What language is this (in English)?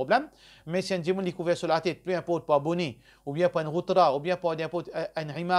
Morisyen